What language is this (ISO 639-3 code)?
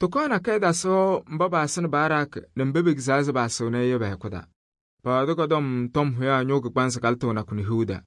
kbp